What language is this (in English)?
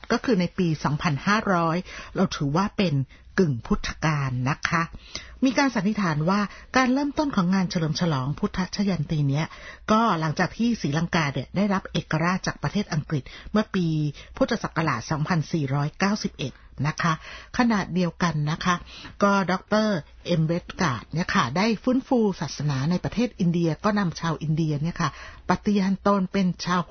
Thai